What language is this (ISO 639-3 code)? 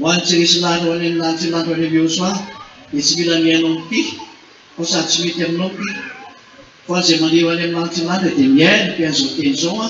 mlg